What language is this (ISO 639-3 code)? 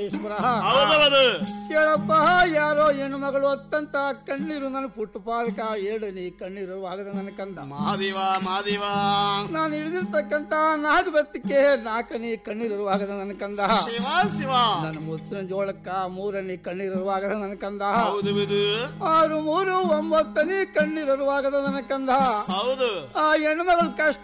kan